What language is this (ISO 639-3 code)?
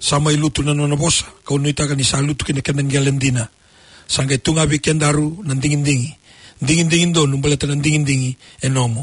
fij